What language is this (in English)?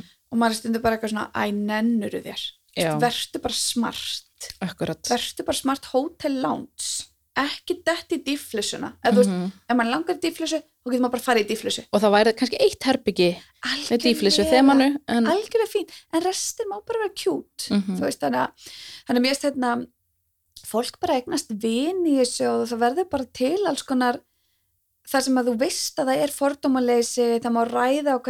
Icelandic